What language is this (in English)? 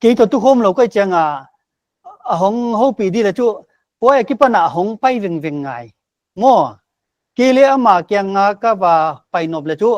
Paite Chin